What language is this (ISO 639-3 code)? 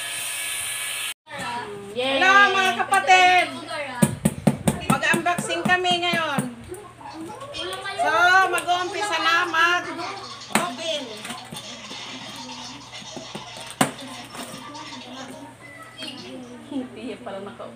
fil